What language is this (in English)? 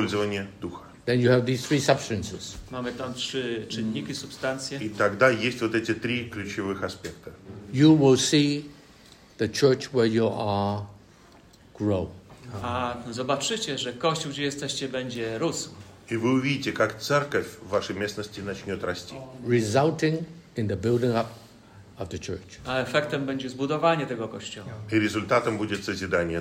Polish